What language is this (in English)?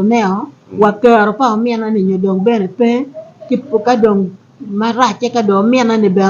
Acoli